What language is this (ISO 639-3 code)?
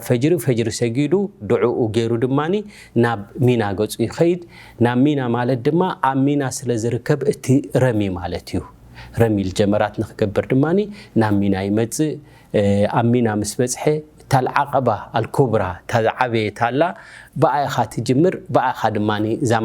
tir